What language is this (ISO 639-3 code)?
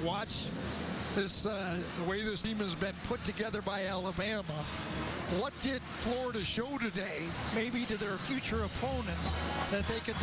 eng